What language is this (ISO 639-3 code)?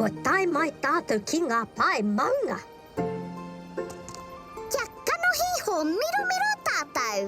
mri